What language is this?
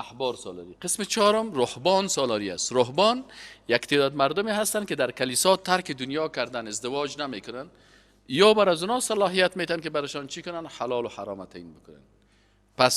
Persian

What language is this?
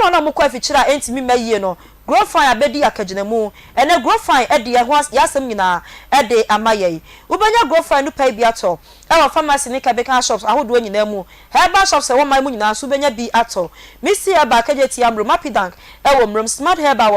Akan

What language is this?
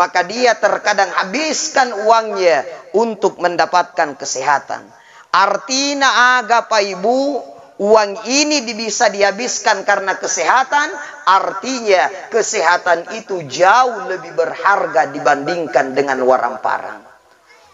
Buginese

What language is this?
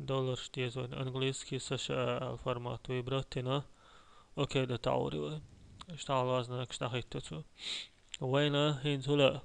Chechen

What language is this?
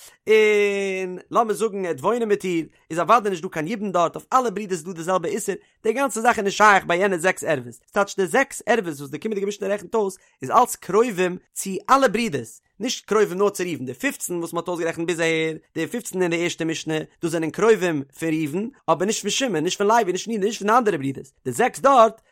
Yiddish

